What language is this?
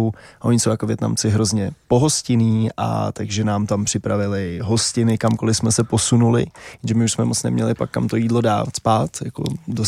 Czech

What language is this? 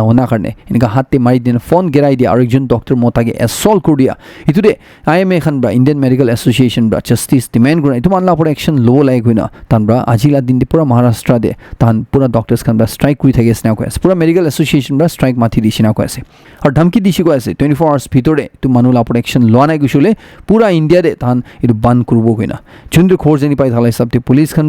Naga Pidgin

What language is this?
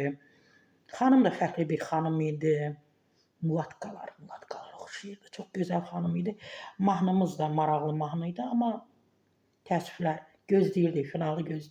Azerbaijani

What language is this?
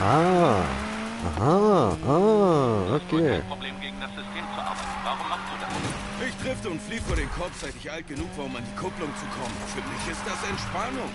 Swiss German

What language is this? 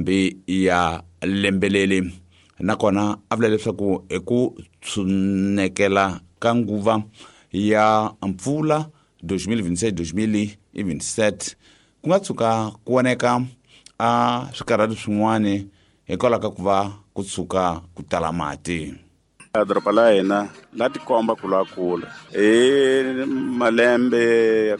Tsonga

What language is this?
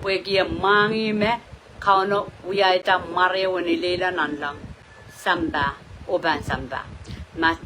Pohnpeian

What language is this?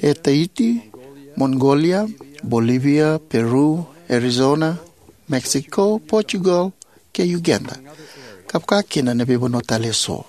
Fijian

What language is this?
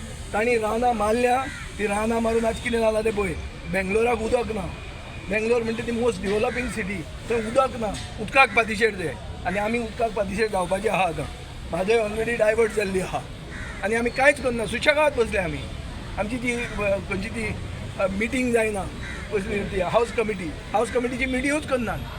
Konkani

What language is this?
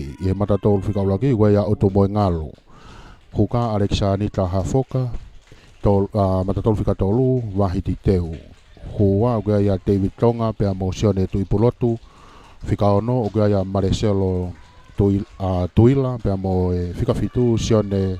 Tongan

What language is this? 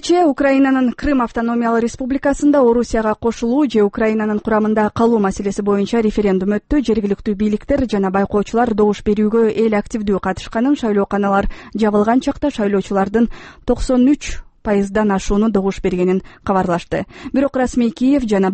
Kyrgyz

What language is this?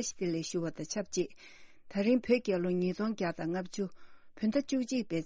Tibetan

